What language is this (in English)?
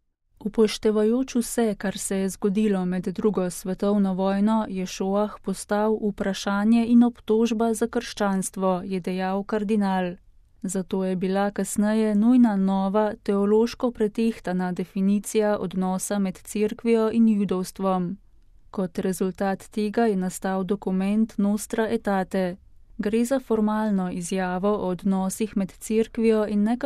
Slovenian